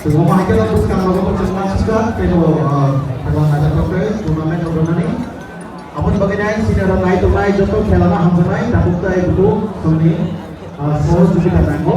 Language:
Kok Borok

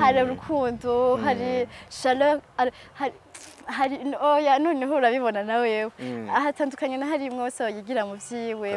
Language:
Rundi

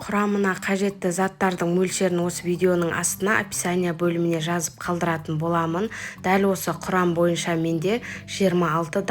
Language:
Kazakh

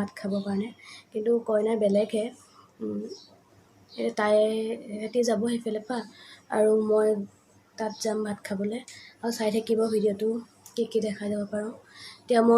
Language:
Assamese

